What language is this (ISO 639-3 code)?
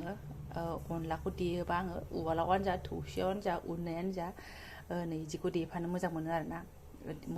brx